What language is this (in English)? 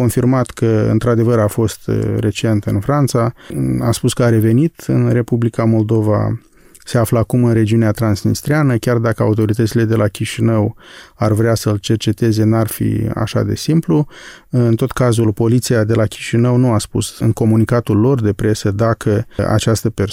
Romanian